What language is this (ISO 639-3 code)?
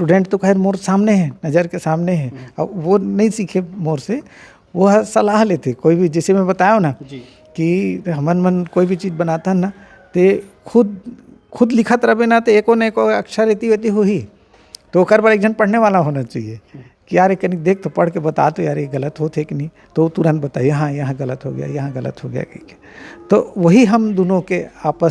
hne